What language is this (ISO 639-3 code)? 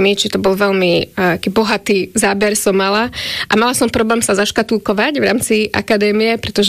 slk